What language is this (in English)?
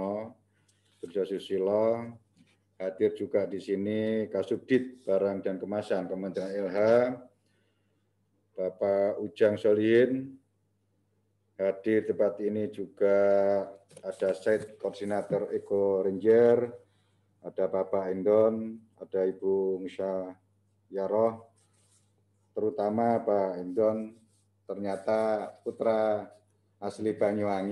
Indonesian